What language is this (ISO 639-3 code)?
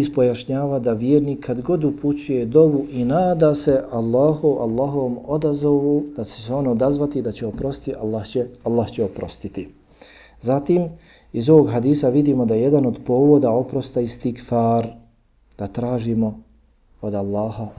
bos